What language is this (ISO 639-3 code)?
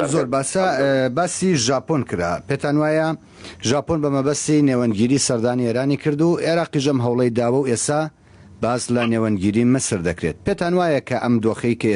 ckb